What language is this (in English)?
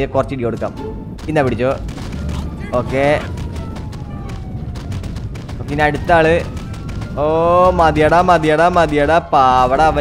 Malayalam